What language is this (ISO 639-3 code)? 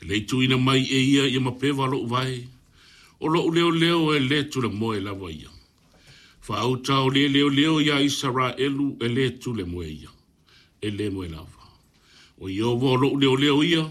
smo